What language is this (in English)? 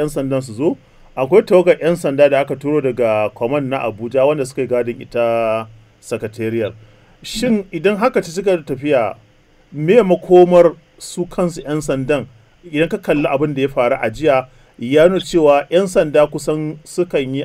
Hausa